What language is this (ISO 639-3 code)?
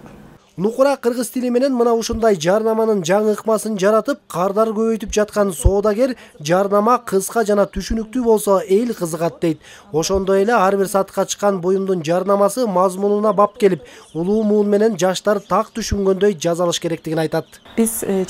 kir